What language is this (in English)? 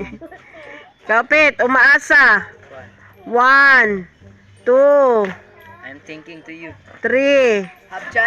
Cebuano